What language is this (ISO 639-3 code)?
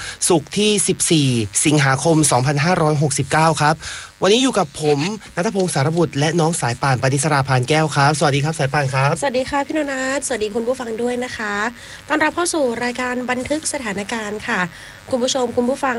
tha